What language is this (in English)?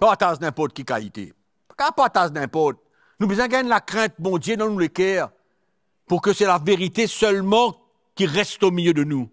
Morisyen